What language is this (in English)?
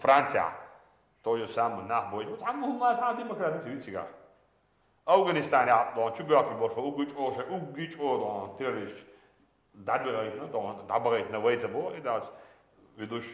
Chechen